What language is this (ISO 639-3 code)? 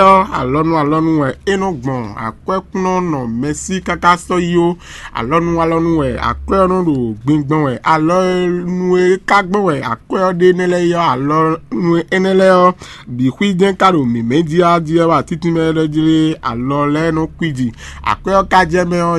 fon